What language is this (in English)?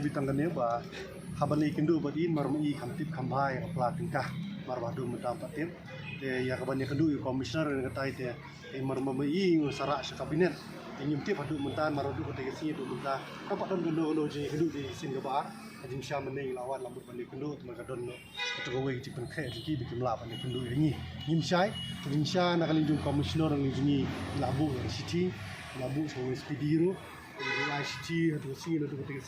Khasi